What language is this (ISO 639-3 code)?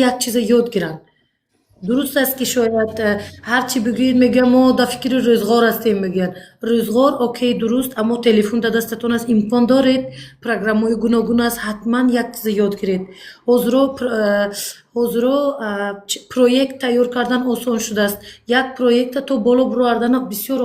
tgk